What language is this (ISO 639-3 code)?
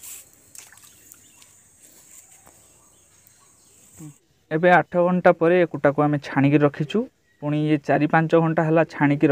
ori